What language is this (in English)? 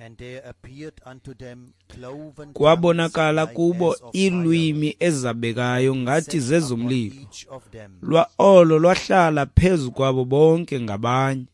Xhosa